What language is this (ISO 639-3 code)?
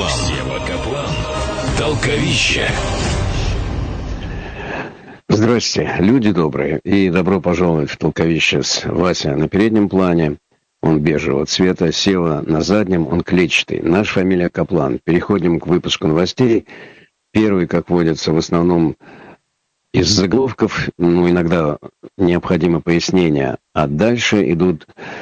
rus